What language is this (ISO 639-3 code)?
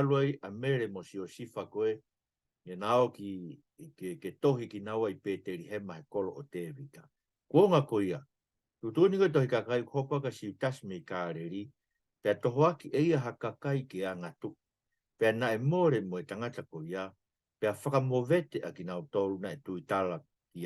ton